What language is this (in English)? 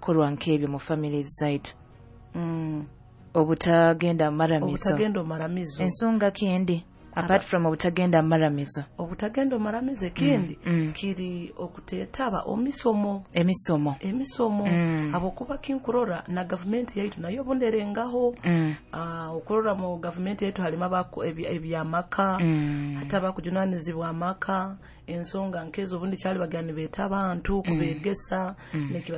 Nyoro